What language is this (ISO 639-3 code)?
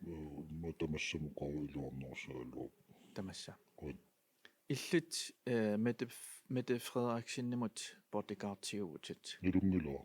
kal